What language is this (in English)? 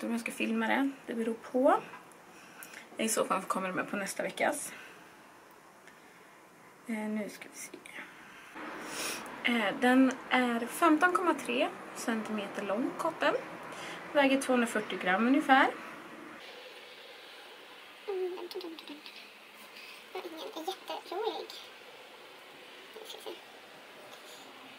Swedish